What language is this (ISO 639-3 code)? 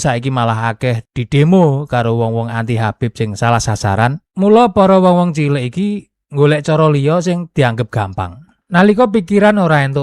jav